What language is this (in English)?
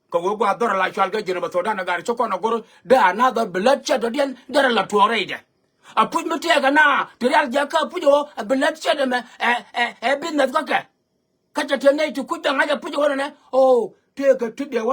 Nuer